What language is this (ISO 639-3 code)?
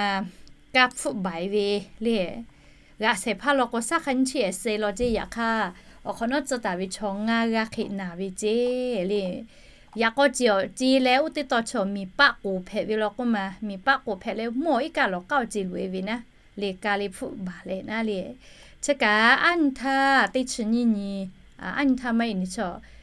lhu